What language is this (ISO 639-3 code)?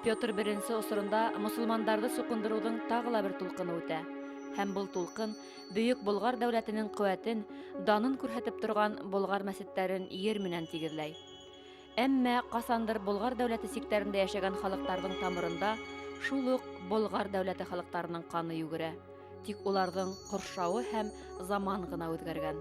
bak